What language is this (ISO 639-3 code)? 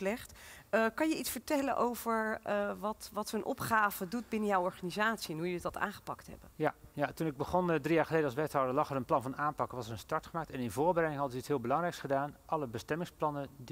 nld